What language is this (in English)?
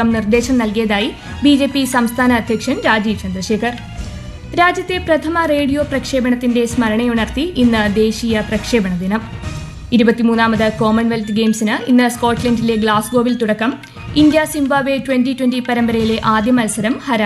Malayalam